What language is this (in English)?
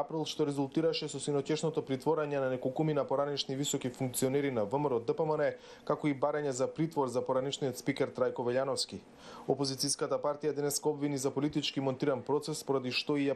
Macedonian